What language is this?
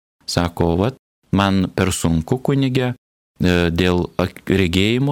Lithuanian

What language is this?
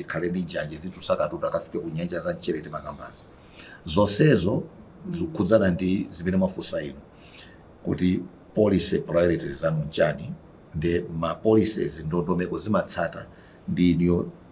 Nyanja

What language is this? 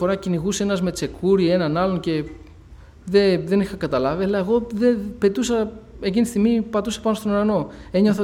Greek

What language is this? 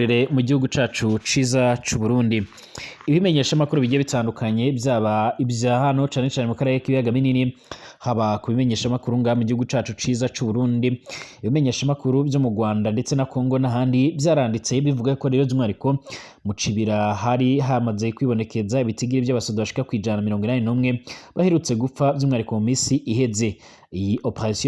Rundi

